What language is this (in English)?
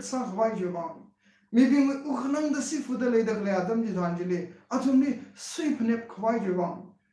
Tangkhul Naga (India)